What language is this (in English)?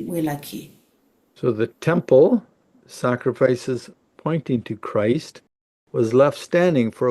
S'gaw Karen